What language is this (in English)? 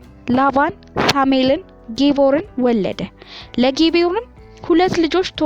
Amharic